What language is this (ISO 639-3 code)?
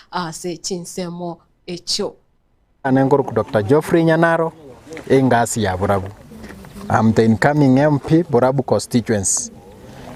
guz